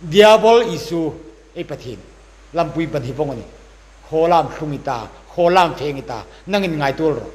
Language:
Hmar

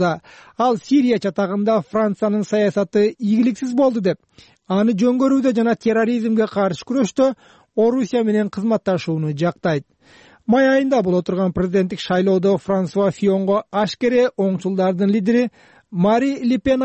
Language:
Kyrgyz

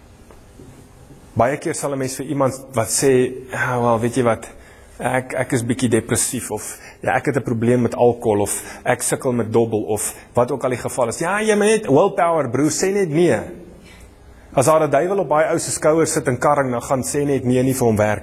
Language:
Afrikaans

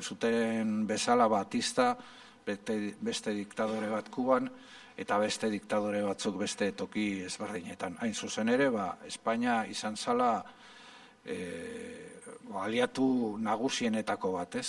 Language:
Basque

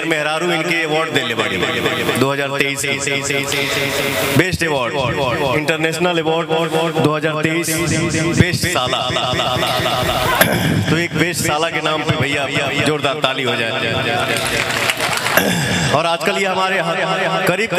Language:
Bhojpuri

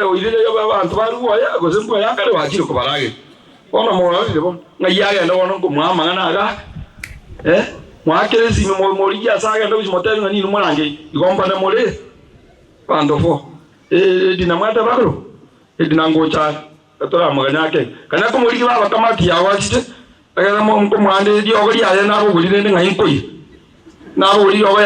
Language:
Gusii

